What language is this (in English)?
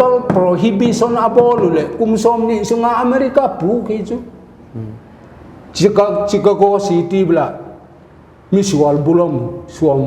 Paite Chin